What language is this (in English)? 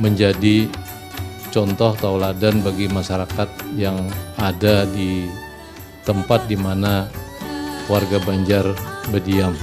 Banjar